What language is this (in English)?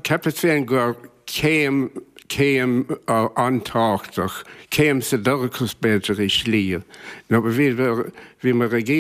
Irish